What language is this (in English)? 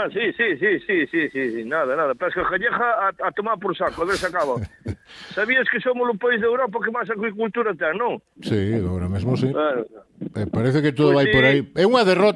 Galician